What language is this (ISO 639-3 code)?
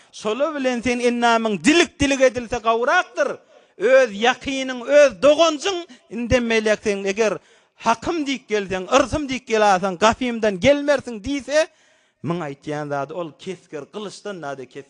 tuk